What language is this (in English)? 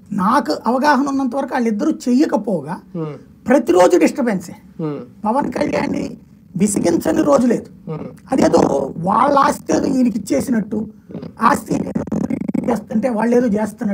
Telugu